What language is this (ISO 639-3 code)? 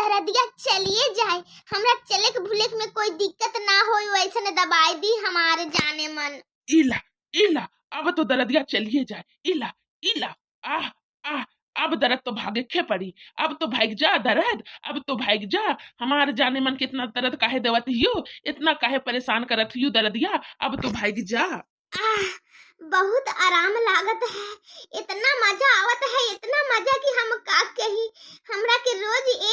bho